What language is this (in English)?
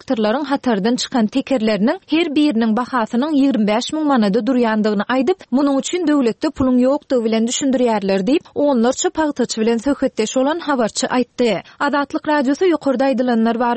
Turkmen